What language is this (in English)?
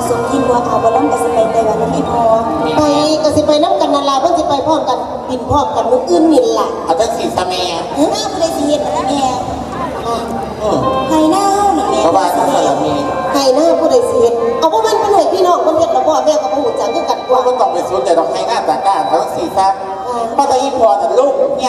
Lao